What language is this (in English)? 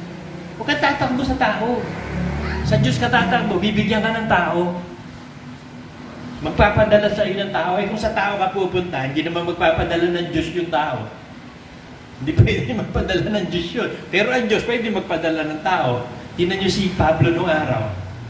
Filipino